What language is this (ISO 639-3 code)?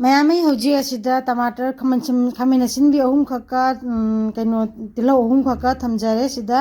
mni